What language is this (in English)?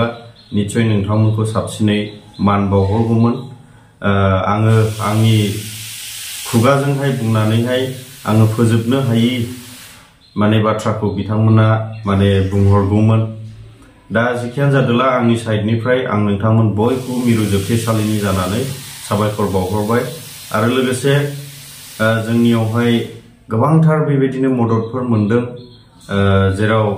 Bodo